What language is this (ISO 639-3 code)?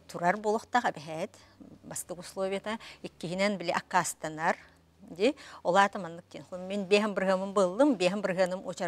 sah